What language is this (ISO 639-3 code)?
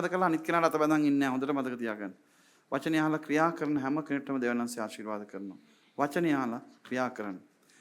sin